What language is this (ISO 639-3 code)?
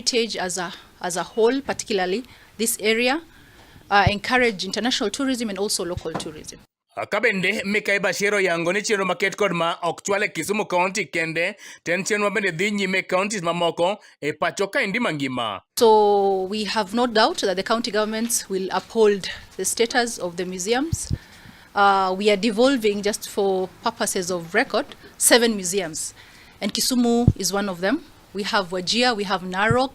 luo